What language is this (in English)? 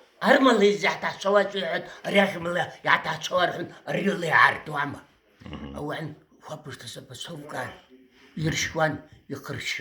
Abkhazian